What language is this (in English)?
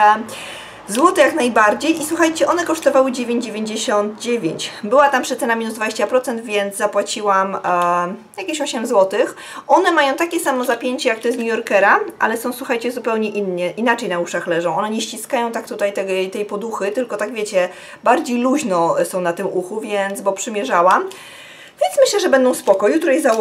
Polish